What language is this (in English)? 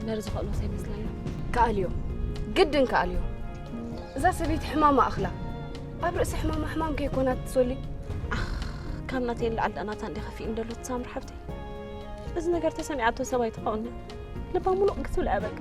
Tigrinya